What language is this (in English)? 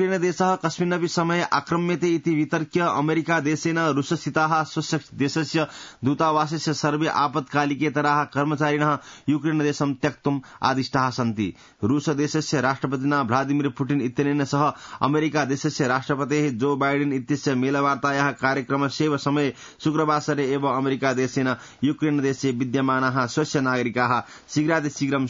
Sanskrit